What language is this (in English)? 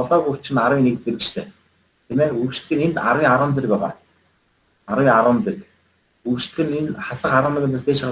Mongolian